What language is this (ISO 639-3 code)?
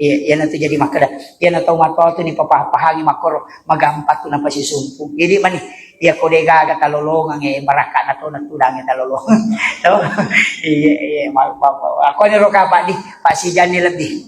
bug